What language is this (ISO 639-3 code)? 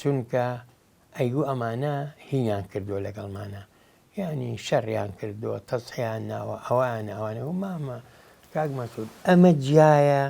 ckb